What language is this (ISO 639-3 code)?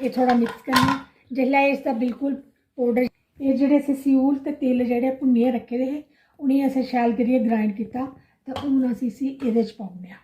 doi